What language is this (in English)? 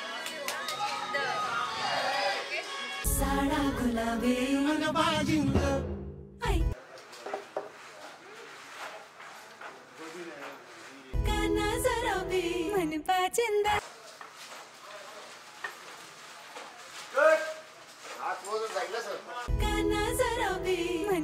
Marathi